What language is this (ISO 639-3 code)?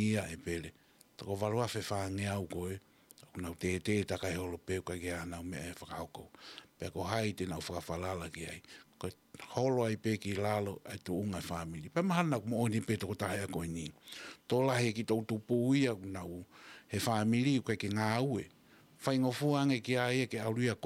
ton